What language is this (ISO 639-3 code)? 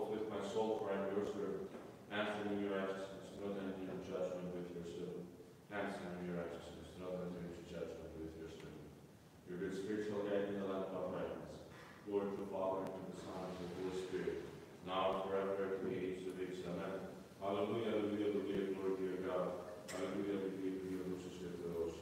eng